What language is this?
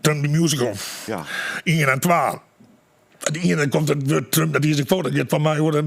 Western Frisian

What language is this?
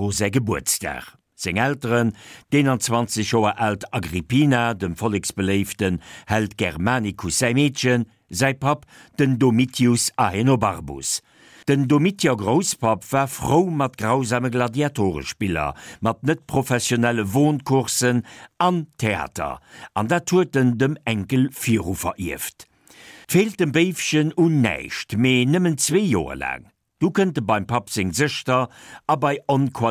Luxembourgish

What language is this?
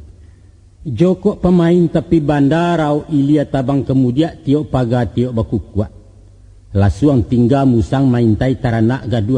Minangkabau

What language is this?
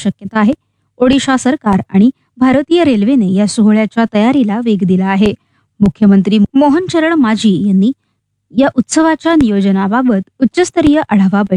Marathi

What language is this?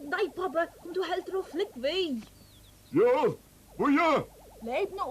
Faroese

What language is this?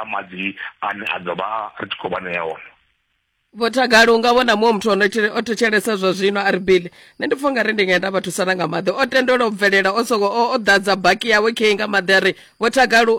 Venda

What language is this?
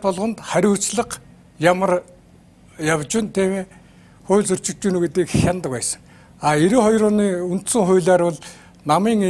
Mongolian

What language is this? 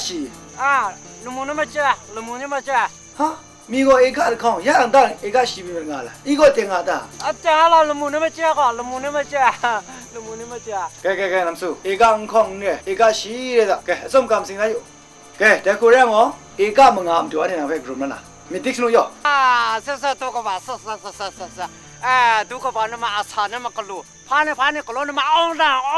Kachin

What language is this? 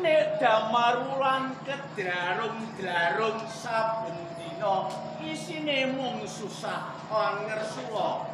Javanese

